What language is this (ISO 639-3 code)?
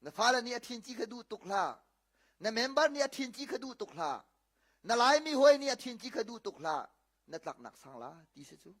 cnh